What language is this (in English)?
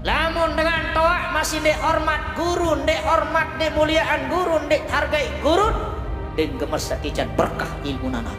Sasak